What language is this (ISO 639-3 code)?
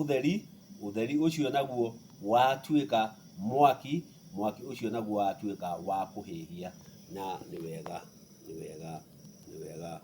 kik